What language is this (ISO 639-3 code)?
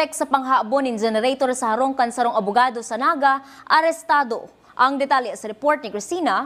bik